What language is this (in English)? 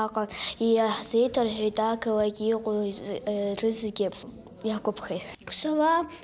Abkhazian